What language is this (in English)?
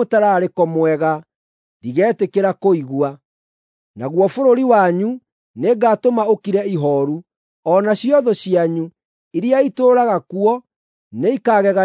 Kikuyu